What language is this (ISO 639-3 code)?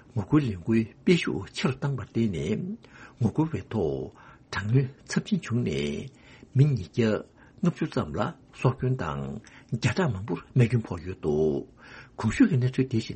bod